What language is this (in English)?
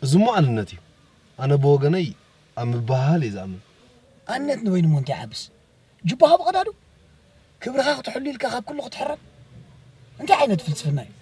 Tigrinya